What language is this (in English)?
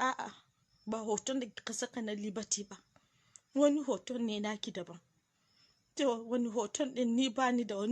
Hausa